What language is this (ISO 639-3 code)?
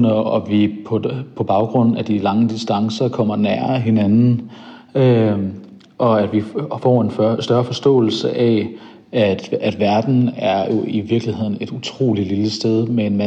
dan